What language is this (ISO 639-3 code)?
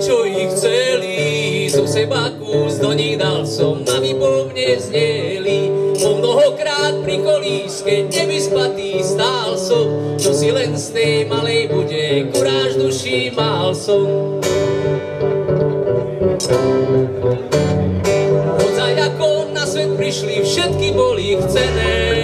slk